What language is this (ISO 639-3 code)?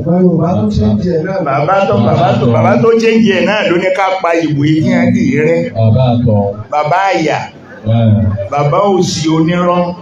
yor